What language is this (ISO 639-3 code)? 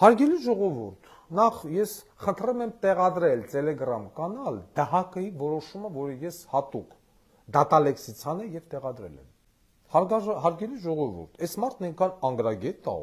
hye